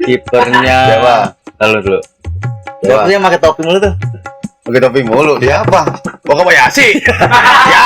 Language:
Betawi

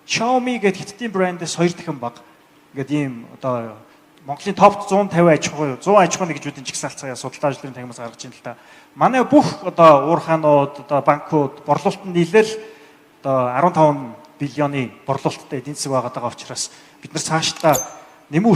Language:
Mongolian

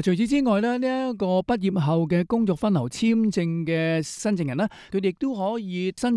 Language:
Cantonese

